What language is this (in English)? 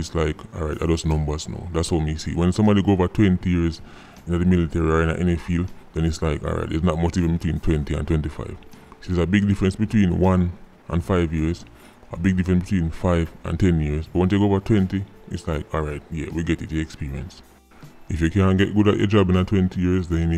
Jamaican Creole English